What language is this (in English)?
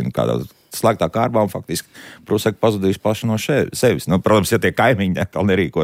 Latvian